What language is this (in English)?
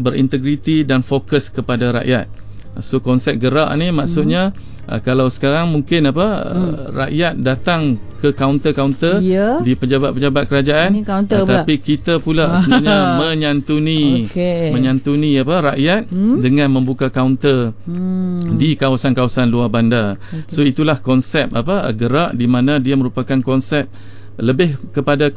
Malay